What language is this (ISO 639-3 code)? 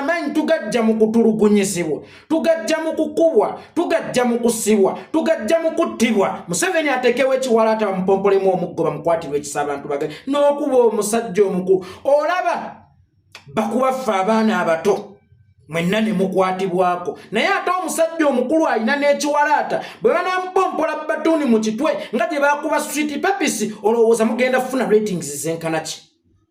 lug